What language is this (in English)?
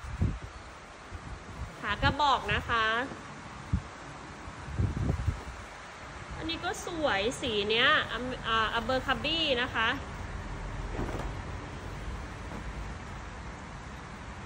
Thai